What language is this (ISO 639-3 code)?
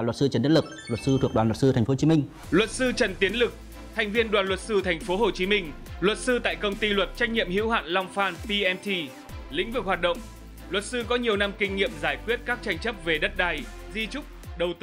vie